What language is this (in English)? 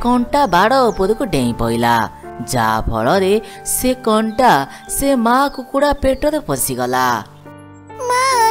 Odia